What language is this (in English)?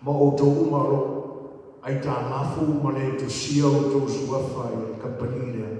Samoan